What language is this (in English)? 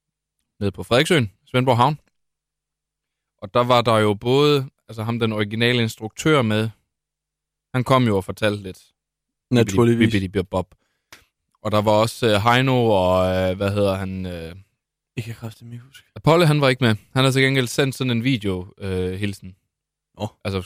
Danish